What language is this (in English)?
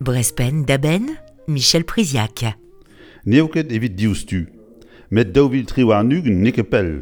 Breton